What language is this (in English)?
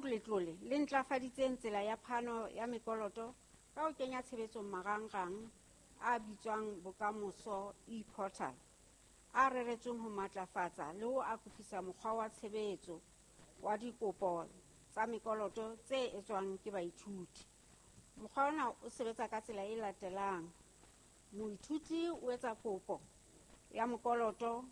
Southern Sotho